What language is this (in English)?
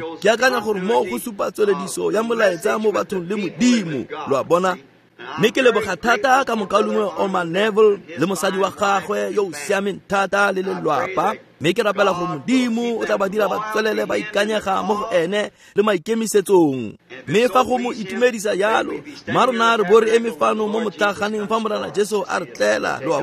Tswana